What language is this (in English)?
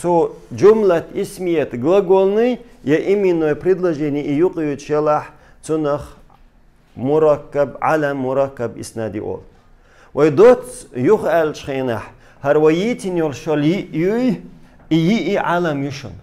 Chechen